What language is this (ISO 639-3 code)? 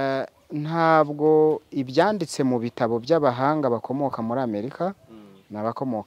kin